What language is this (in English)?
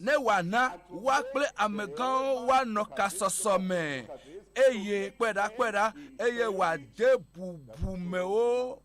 Ewe